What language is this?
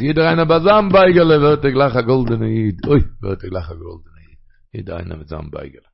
Yiddish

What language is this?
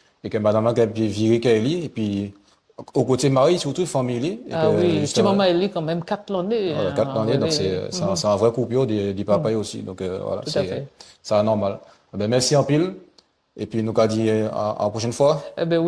Guadeloupean Creole French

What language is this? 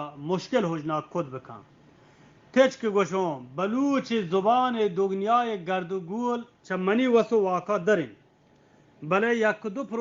Eastern Balochi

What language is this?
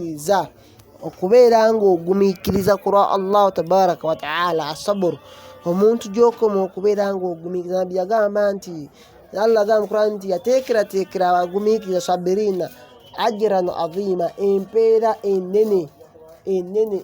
Ganda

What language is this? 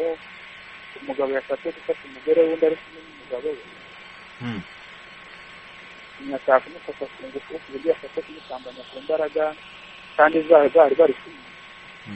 Kinyarwanda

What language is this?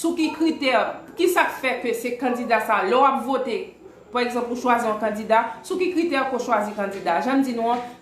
Haitian Creole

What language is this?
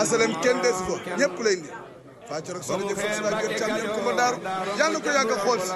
Wolof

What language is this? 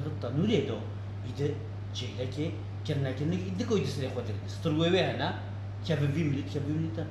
Kurdish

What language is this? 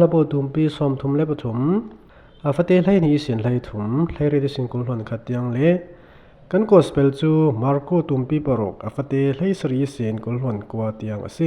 Falam Chin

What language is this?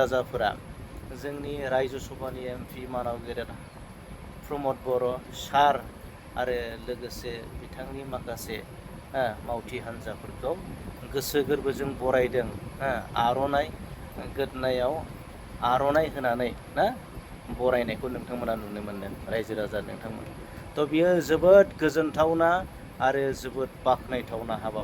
Bodo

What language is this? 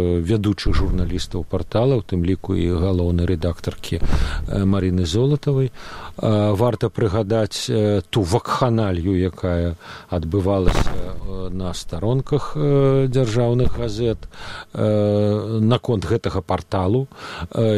Belarusian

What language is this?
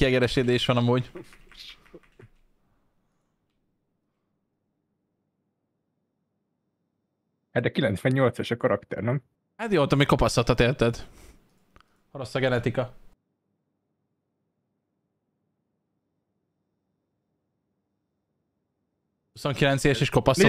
Hungarian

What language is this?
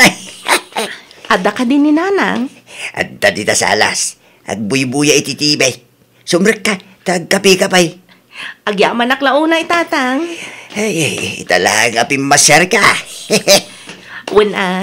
Iloko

